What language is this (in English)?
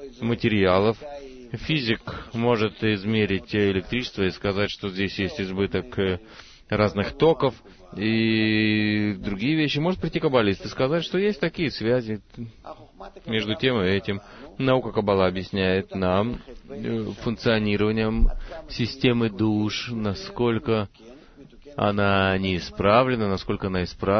Russian